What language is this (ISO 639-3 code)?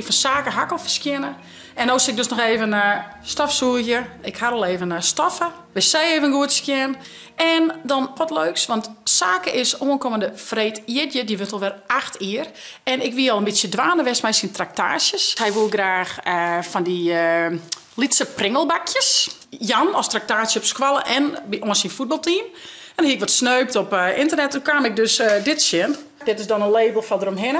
fry